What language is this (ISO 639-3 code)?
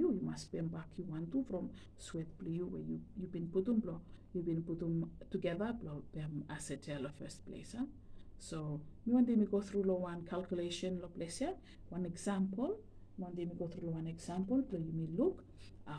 bis